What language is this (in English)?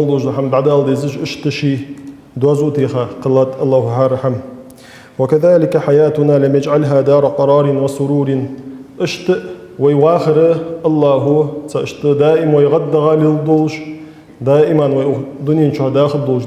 Ingush